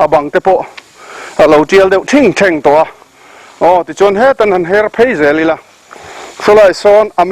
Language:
Mizo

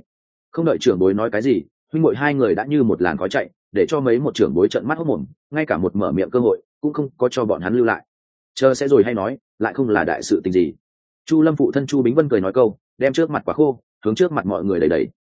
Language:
Vietnamese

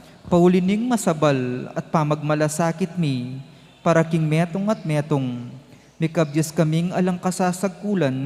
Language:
Pampanga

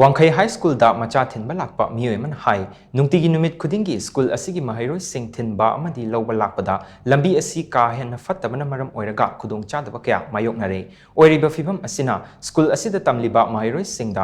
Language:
Manipuri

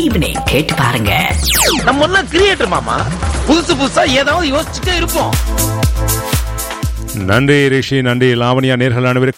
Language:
Tamil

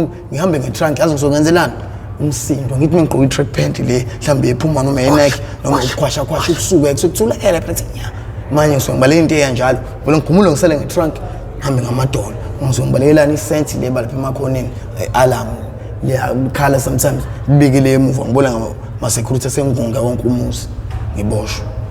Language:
Zulu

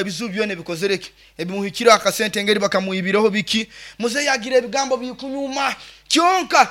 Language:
Nyoro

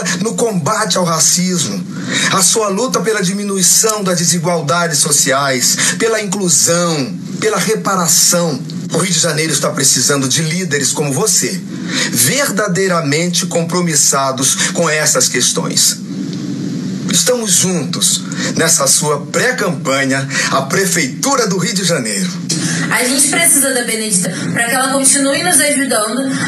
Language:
Portuguese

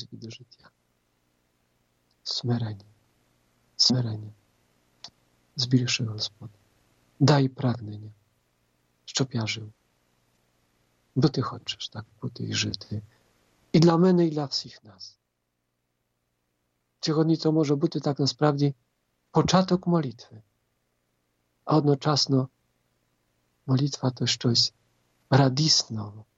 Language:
Ukrainian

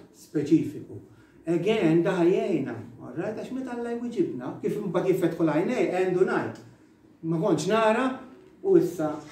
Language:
Maltese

